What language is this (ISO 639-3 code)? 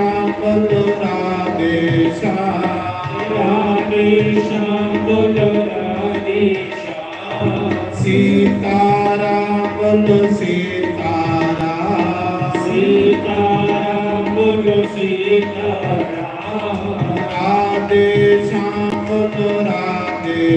doi